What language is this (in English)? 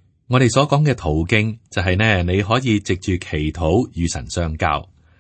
Cantonese